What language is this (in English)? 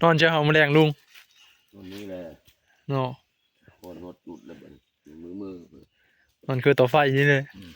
Northeastern Thai